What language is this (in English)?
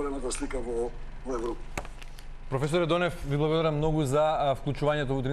Macedonian